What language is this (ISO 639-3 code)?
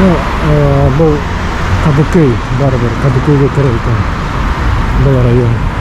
bak